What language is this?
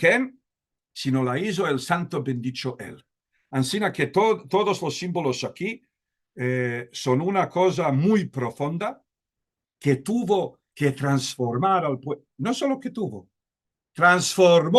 Ladino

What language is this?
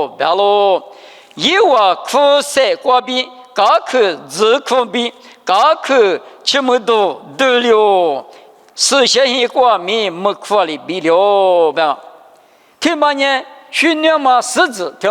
Lisu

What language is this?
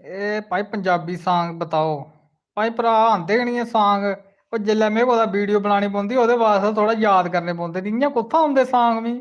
Dogri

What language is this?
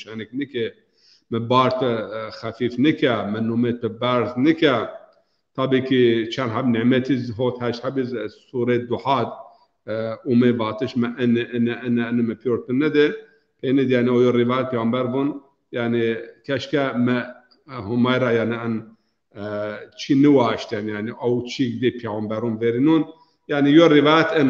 Zaza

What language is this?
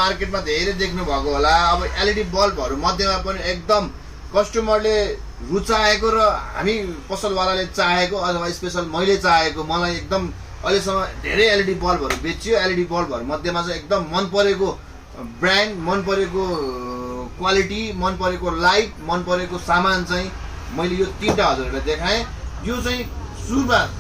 Nepali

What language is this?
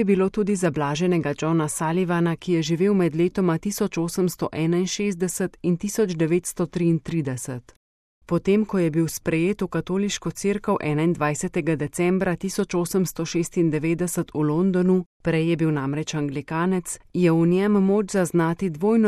Slovenian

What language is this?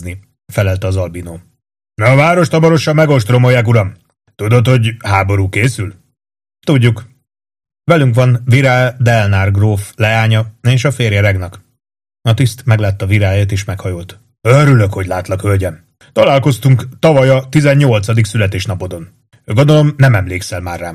Hungarian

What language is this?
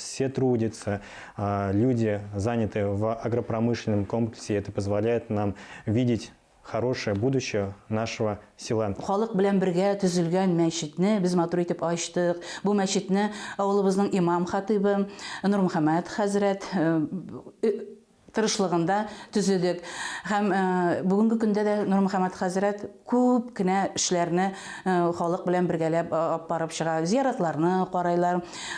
Bashkir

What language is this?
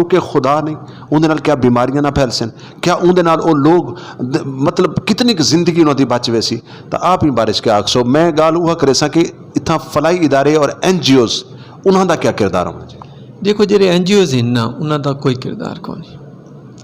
Saraiki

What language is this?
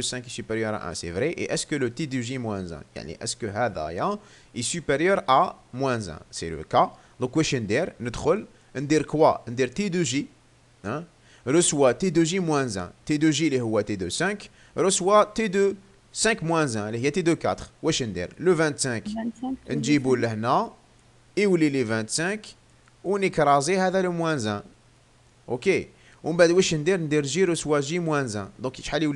Algerian Arabic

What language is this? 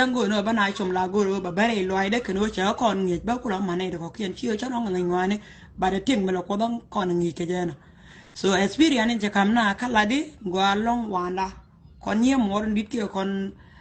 Nuer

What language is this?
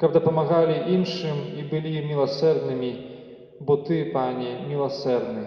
Belarusian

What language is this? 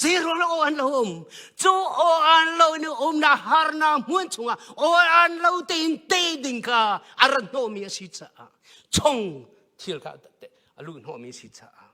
Hakha Chin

